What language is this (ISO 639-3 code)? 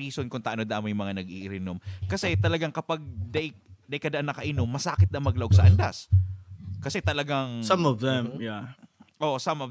bik